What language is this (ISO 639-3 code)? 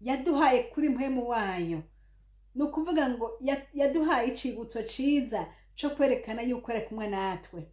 run